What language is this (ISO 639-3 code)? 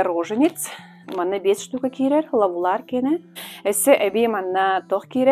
sah